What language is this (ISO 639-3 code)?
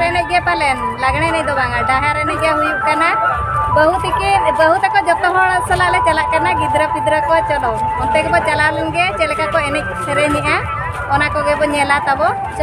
sat